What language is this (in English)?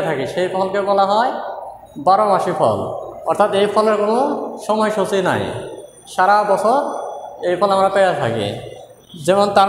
Bangla